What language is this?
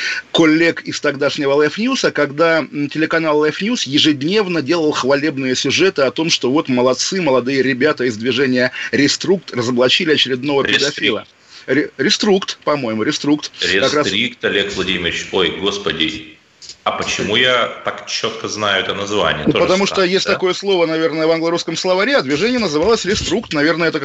Russian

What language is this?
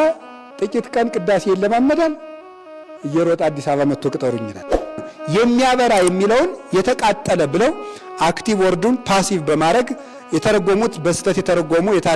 Amharic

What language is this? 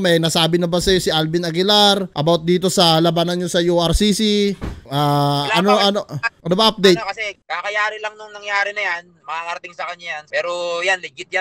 Filipino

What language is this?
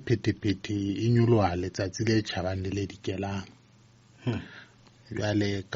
Southern Sotho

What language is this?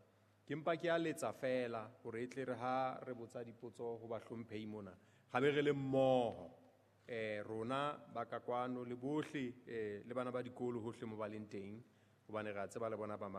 Southern Sotho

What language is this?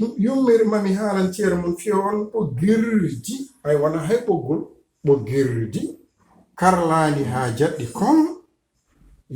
Fula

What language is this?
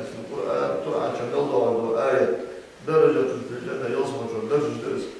Ingush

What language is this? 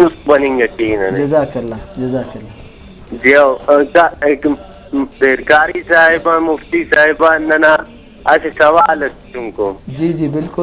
Brahui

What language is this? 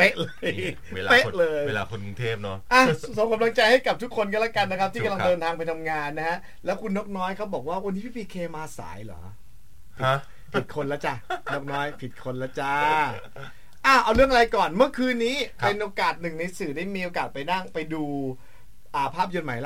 Thai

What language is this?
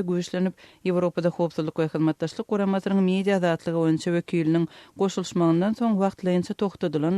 Turkmen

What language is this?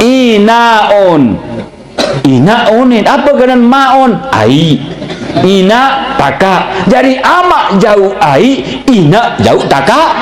Sasak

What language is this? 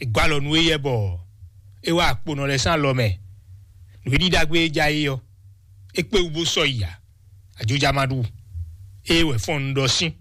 Fon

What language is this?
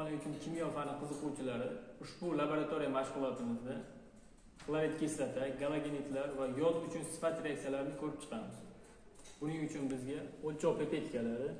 Uzbek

